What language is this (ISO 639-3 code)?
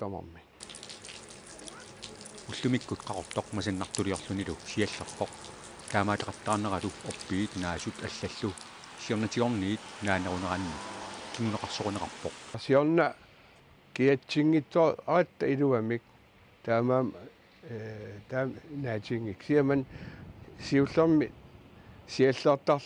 kal